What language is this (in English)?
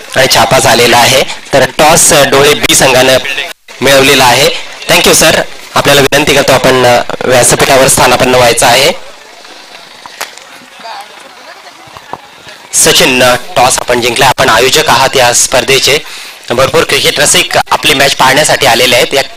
Marathi